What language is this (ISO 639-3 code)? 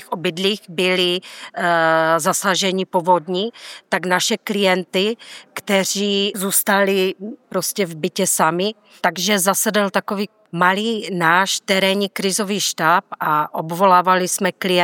ces